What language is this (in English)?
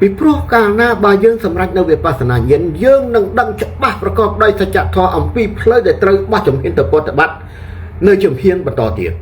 Khmer